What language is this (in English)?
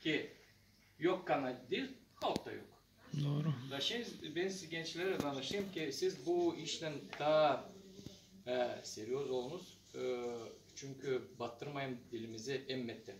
Gagauz